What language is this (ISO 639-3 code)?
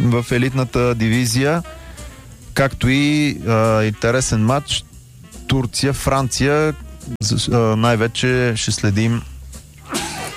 bul